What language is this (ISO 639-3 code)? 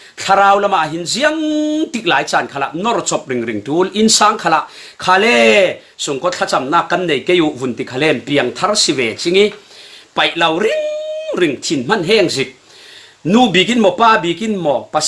cfm